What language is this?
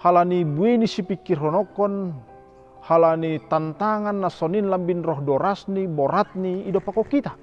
Batak Simalungun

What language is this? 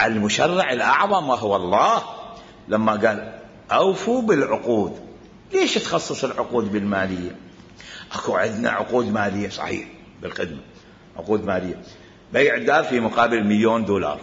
Mesopotamian Arabic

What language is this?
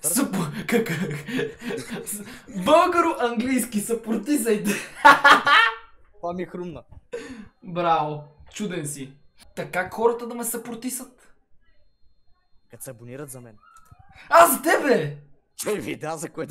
Bulgarian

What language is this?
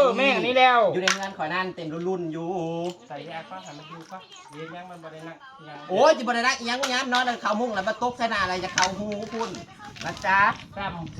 Northeastern Thai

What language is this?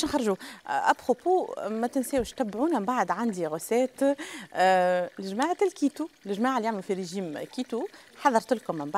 Tunisian Arabic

